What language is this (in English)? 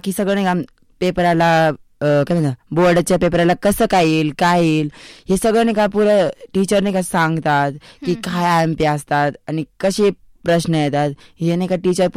Marathi